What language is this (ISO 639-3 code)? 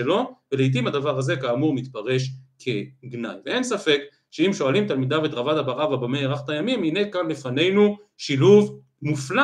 heb